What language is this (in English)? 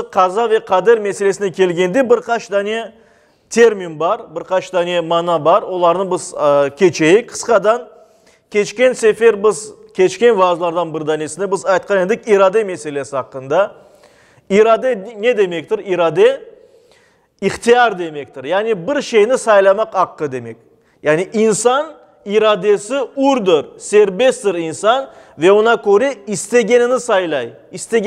Crimean Tatar